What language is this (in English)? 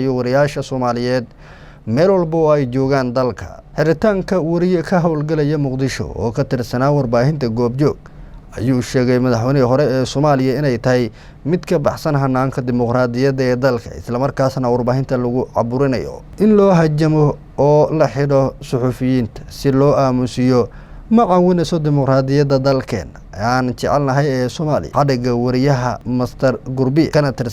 Somali